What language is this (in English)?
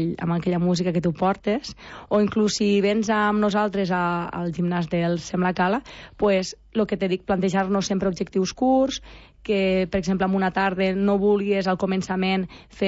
Catalan